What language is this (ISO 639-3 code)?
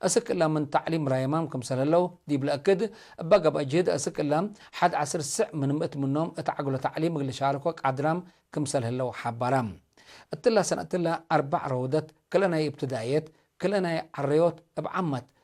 tig